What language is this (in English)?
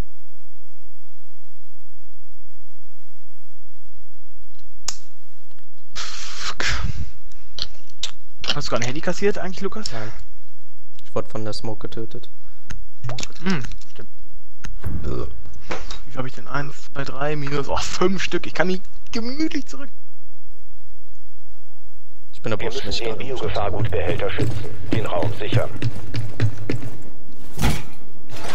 German